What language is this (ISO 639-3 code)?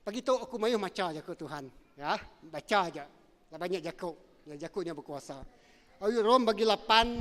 iba